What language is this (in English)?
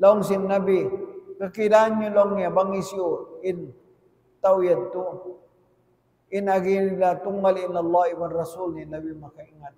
Tausug